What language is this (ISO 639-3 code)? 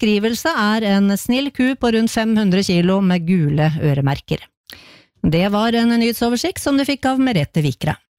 nor